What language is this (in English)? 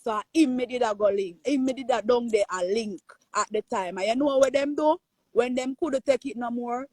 Jamaican Creole English